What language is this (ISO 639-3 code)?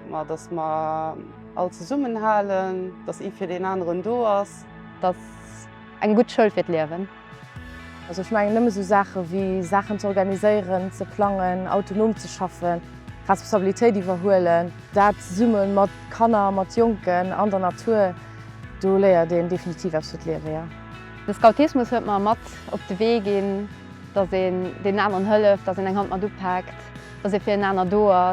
ltz